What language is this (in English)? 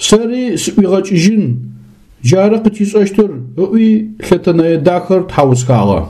Adyghe